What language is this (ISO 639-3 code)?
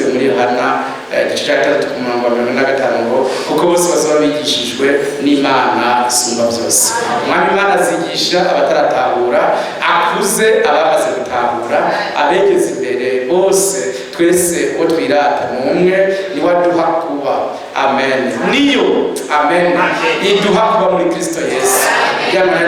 run